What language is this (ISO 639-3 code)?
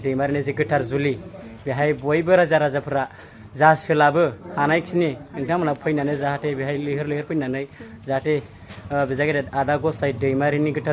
brx